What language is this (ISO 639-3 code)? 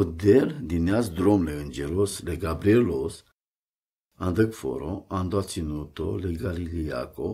rom